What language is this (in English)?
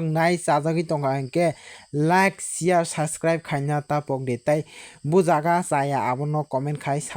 Kok Borok